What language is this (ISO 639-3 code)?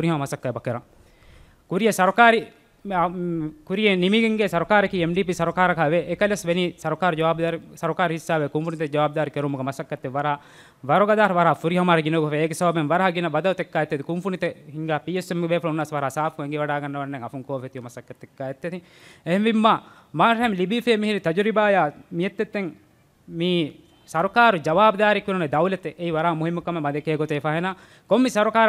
div